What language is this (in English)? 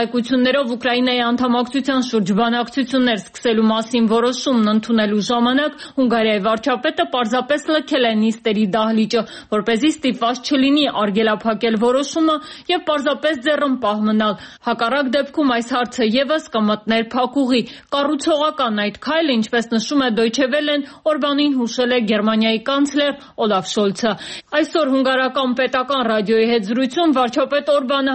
Armenian